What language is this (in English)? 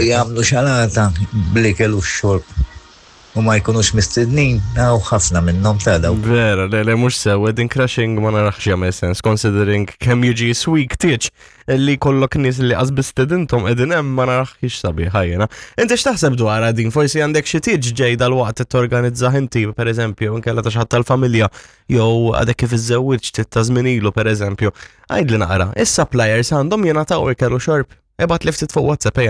Maltese